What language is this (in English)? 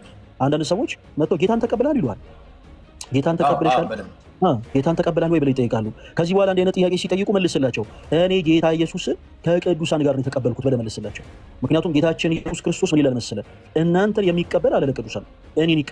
Amharic